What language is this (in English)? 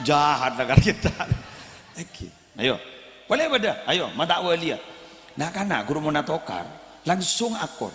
Madurese